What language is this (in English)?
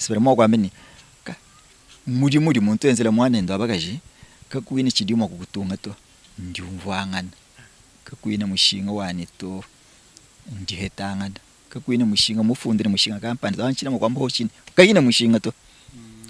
Luba-Lulua